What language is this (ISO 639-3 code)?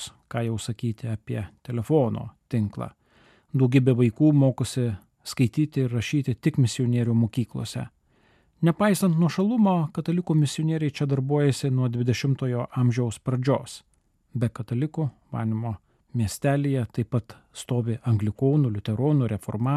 lit